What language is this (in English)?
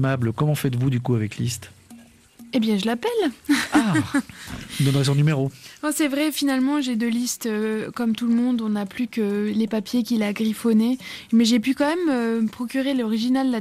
French